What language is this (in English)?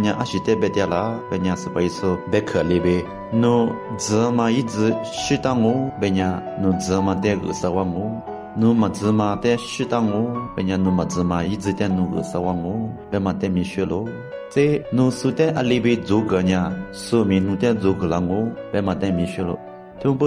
Lisu